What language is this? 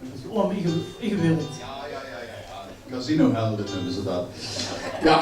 Limburgish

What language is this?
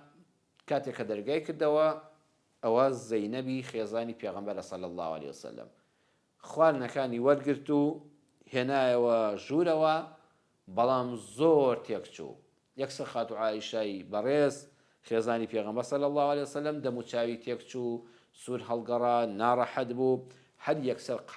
Central Kurdish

